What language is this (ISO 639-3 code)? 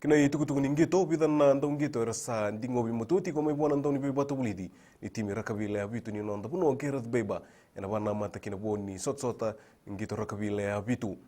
fij